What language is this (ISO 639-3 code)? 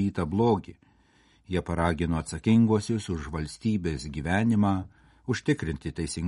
lit